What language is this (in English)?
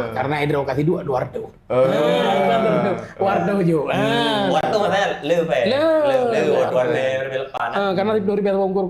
Achinese